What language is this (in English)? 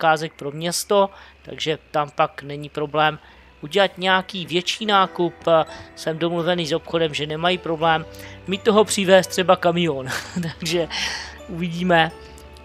Czech